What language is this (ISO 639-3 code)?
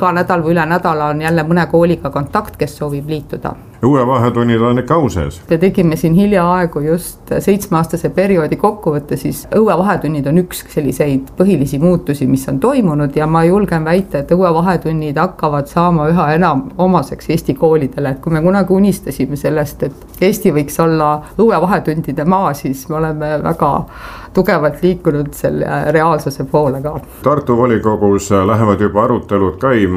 est